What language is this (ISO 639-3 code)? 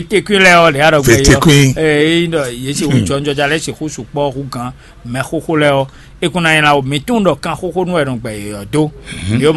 fon